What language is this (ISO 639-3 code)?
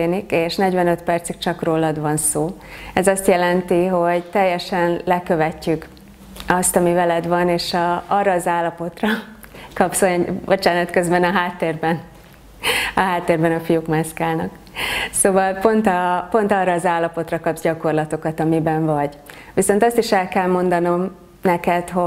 hun